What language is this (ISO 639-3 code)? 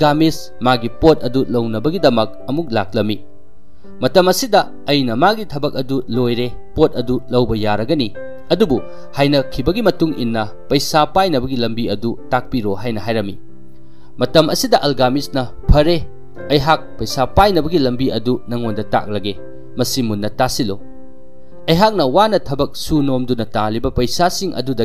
mni